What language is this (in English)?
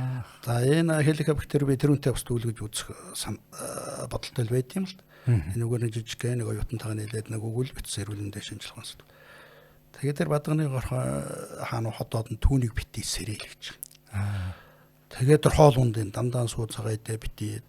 Mongolian